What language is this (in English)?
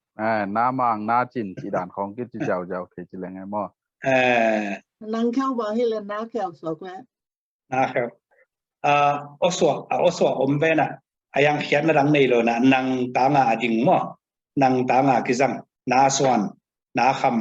Tedim Chin